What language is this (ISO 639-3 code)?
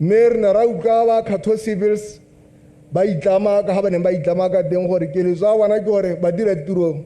tsn